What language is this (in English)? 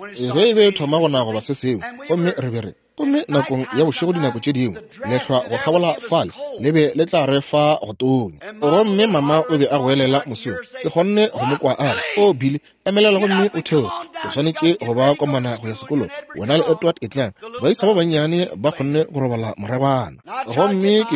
Northern Sotho